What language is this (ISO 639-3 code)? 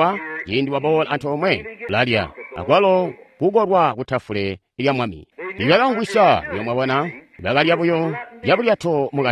toi